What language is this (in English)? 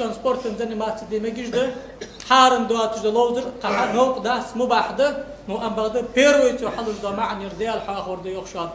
Ingush